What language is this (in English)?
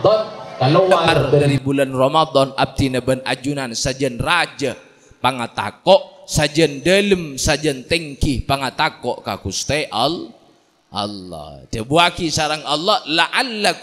Madurese